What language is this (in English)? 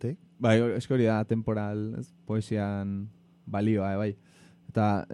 Basque